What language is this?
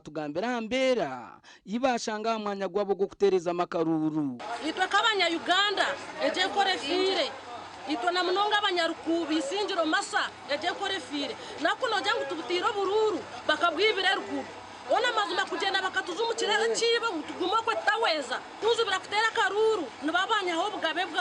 Nyankole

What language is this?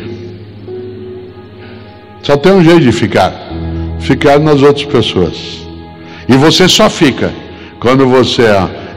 Portuguese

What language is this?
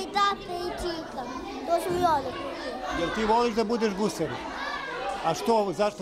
Serbian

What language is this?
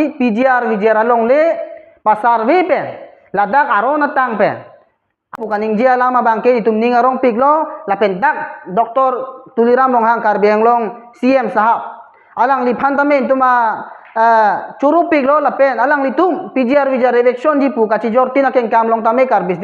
Karbi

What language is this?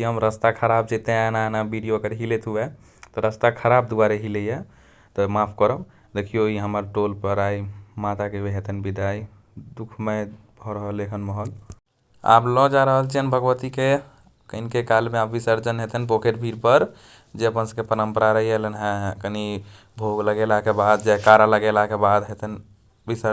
Maithili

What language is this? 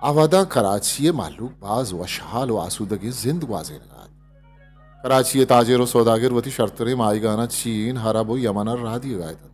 Eastern Balochi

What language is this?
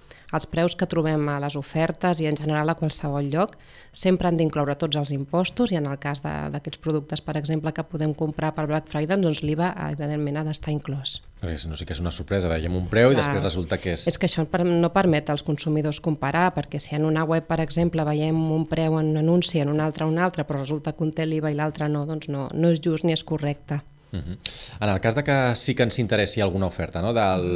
Catalan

